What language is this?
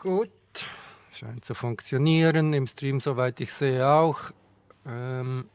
Swiss German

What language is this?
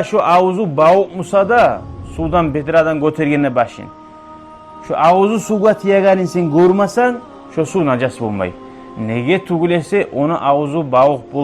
Kumyk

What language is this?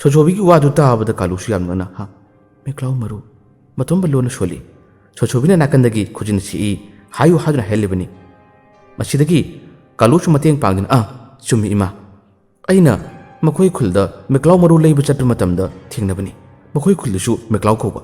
Manipuri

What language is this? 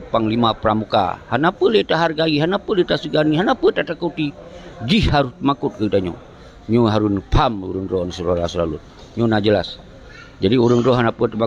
Achinese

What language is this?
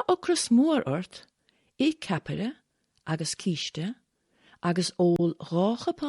Irish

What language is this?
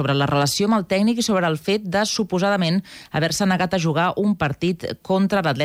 Catalan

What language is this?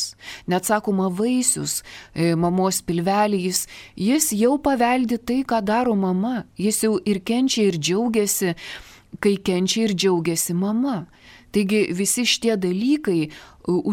Lithuanian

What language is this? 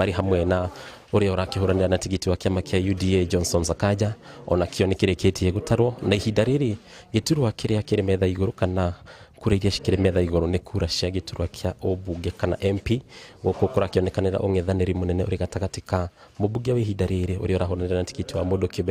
Kikuyu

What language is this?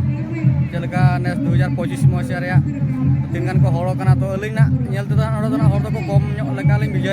Santali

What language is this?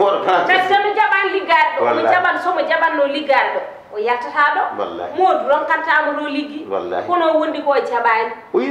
Fula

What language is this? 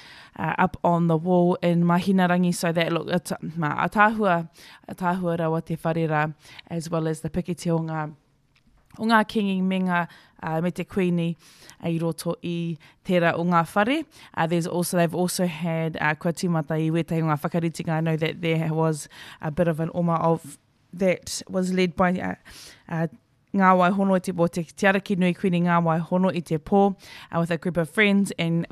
Māori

